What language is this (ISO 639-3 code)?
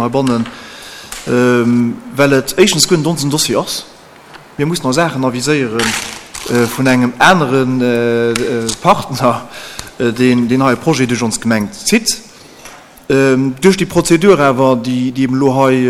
ltz